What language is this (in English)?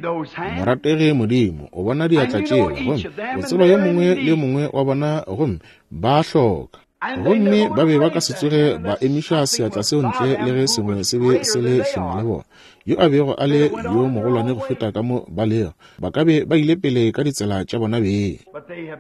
Northern Sotho